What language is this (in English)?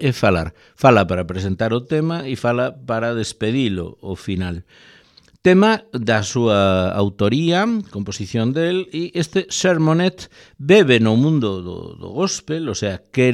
Galician